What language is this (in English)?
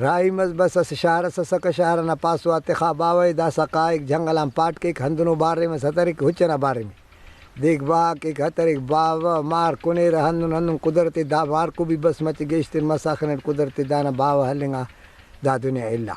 Brahui